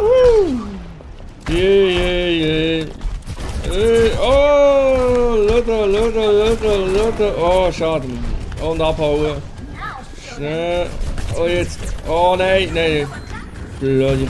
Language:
Swiss German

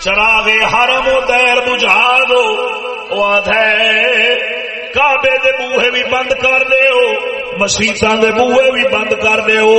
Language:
Saraiki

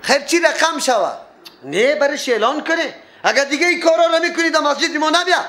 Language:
Persian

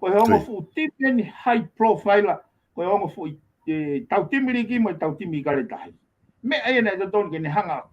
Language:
Tongan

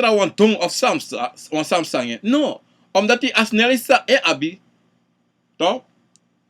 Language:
Sranan Tongo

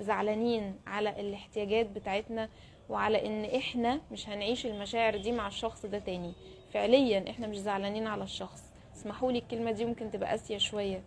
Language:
Egyptian Arabic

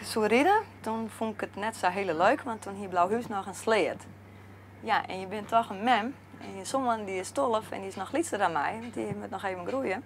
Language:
Western Frisian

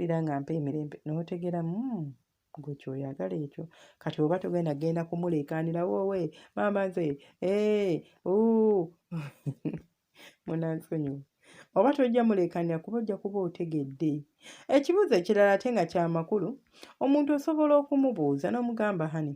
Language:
Ganda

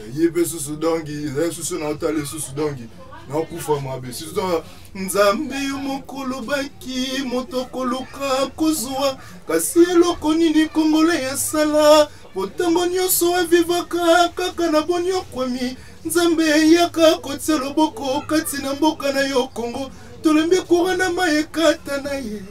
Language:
Lingala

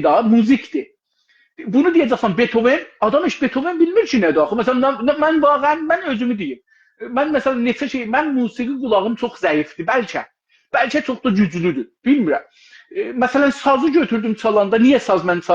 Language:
South Azerbaijani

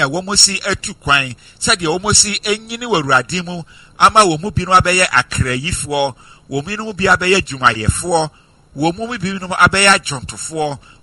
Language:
Akan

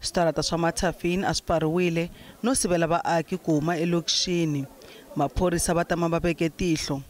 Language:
Tsonga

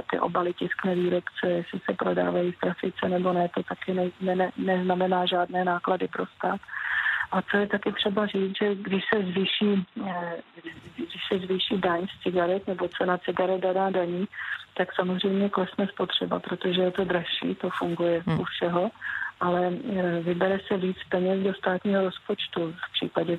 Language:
Czech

